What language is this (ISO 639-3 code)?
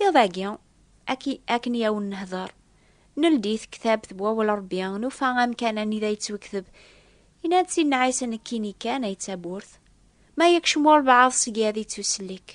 kab